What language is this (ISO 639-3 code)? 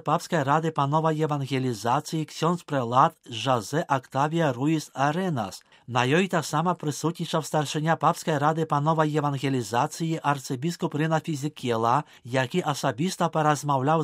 bel